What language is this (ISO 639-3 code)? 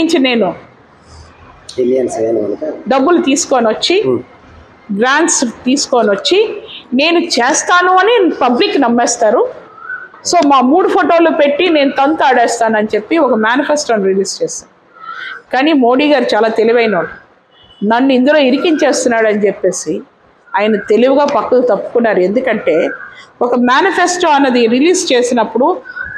tel